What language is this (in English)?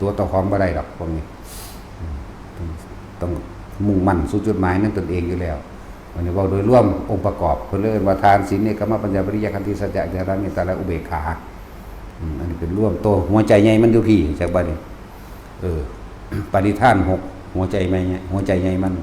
Northeastern Thai